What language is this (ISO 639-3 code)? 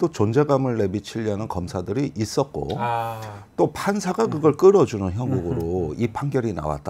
kor